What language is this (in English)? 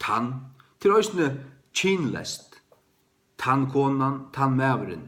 Faroese